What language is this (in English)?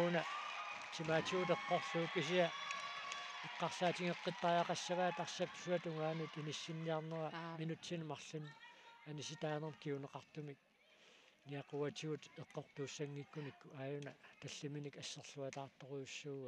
Kalaallisut